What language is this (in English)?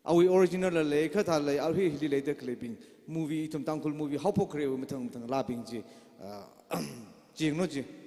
Tangkhul Naga (India)